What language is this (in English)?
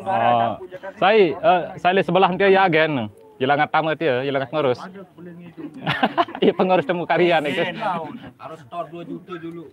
Sasak